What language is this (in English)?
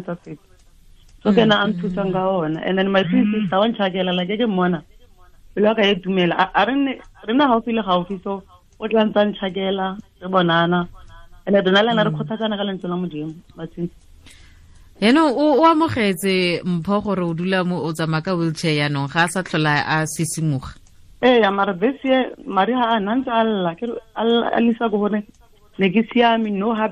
Tswana